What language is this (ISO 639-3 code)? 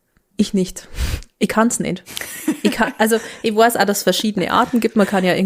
bar